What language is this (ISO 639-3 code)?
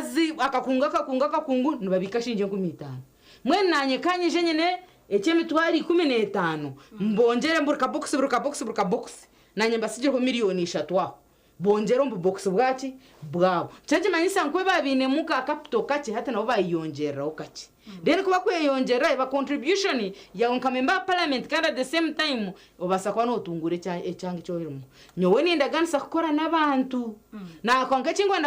nyn